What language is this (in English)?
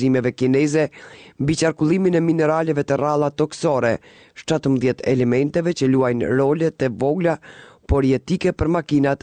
Albanian